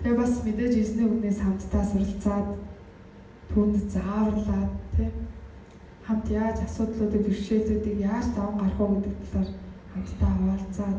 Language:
Mongolian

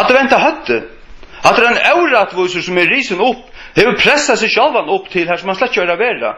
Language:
Faroese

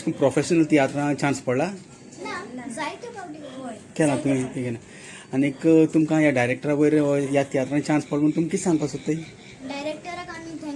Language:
Konkani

